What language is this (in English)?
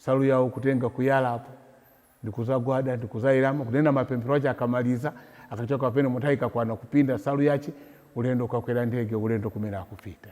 Nyanja